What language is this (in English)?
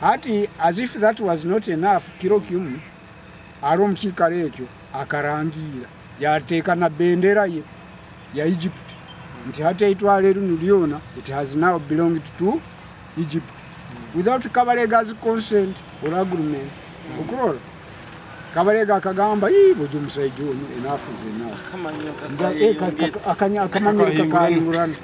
Nyoro